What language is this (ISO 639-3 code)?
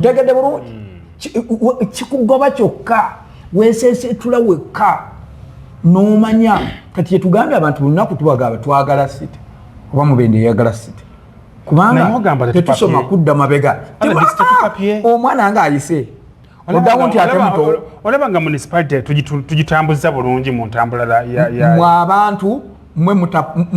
lug